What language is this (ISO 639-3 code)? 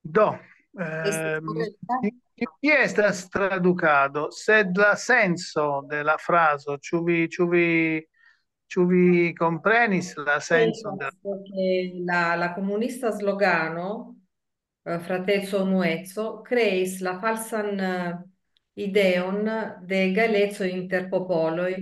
epo